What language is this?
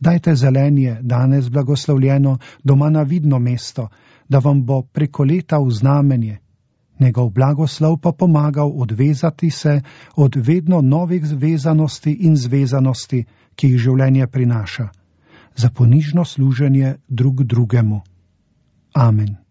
Slovenian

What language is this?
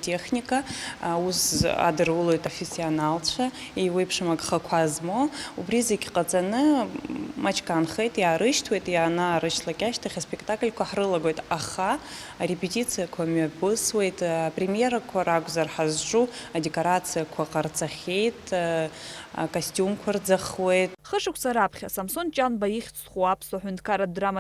Abkhazian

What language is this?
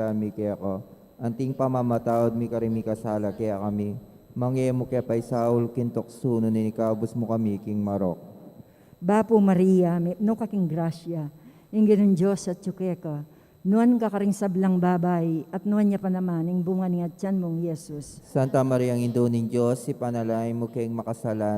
Pampanga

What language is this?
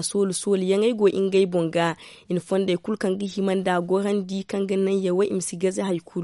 Zarma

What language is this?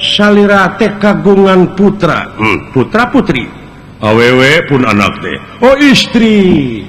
Sundanese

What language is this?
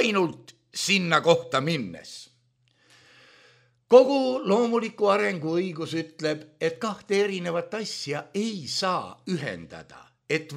Estonian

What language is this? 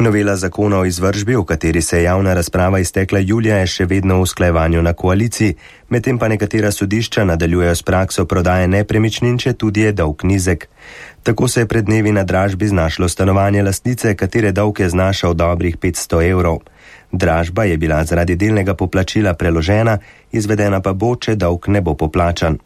Slovenian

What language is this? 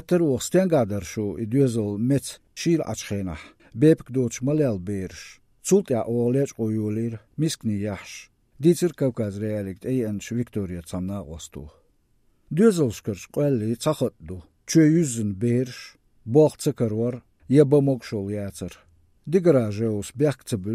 Chechen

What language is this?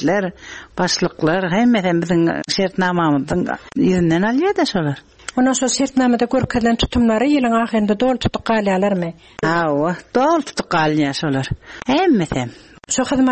Turkmen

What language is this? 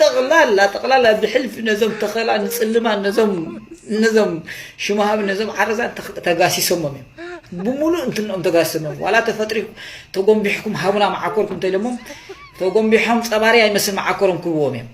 Tigrinya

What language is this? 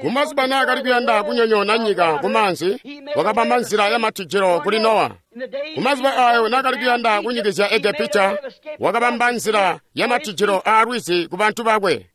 Tonga (Zambia)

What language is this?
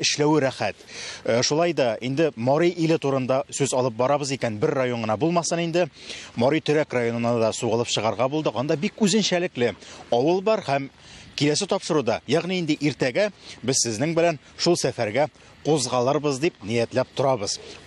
Tatar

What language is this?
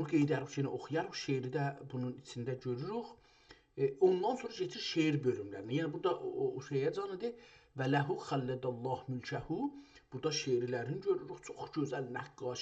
South Azerbaijani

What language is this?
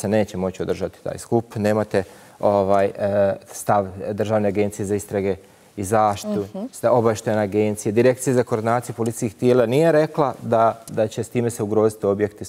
Bosnian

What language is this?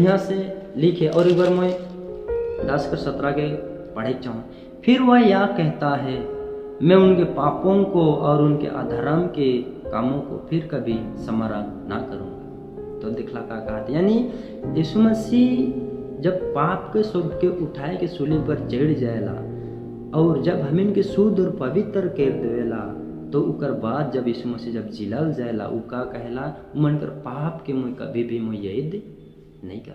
Sadri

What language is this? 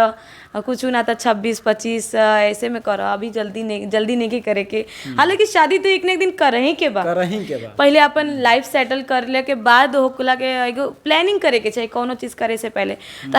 Bhojpuri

